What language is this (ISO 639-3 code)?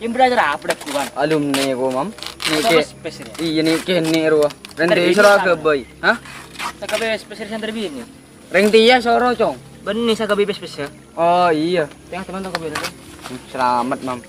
mad